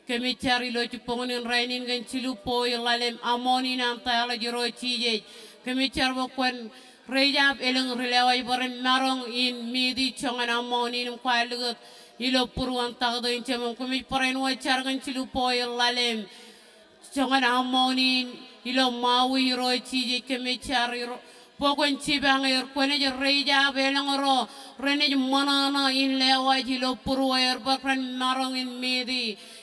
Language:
Marshallese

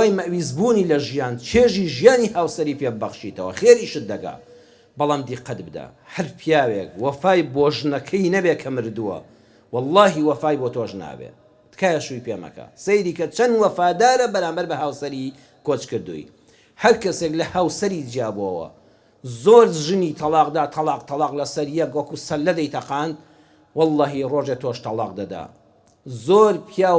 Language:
Central Kurdish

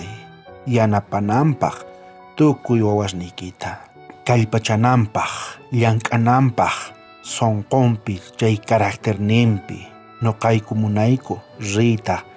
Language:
South Bolivian Quechua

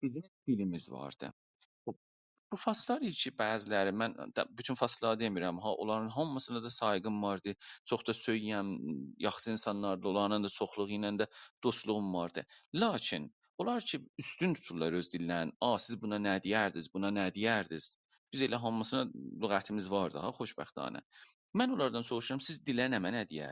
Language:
South Azerbaijani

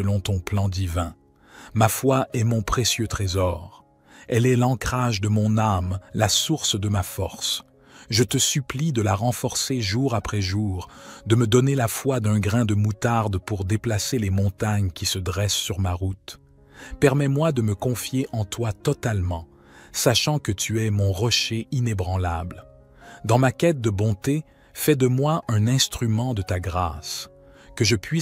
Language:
French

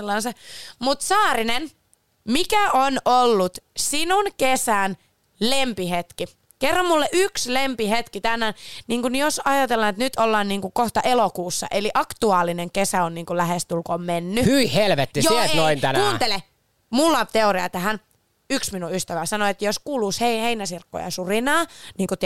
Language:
Finnish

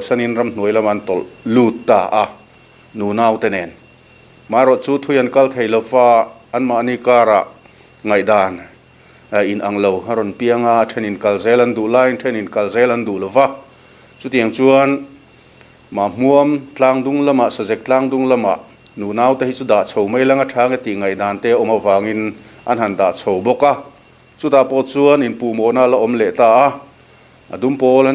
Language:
Mizo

